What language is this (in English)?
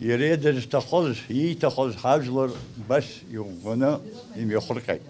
Abkhazian